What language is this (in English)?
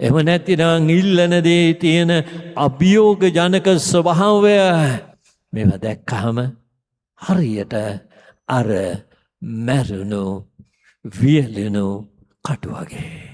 Sinhala